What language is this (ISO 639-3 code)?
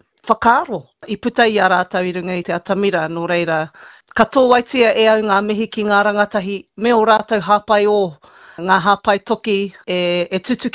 mri